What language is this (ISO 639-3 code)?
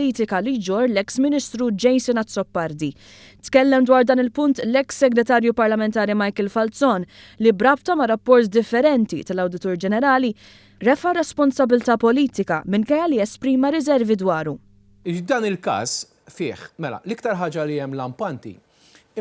mlt